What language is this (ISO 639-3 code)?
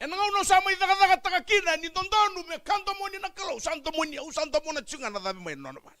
fij